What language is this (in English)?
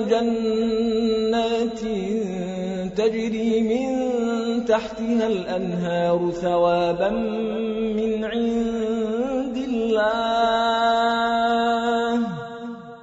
Arabic